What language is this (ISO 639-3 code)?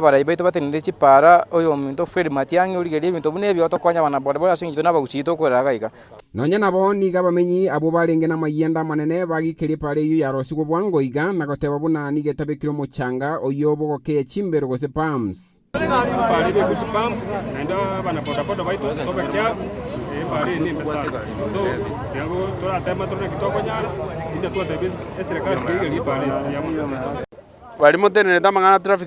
guz